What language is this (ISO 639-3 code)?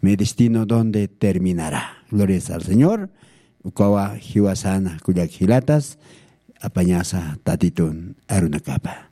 aym